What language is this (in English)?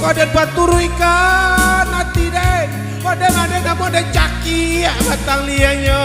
Minangkabau